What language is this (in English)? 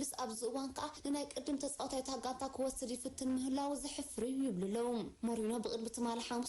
Tigrinya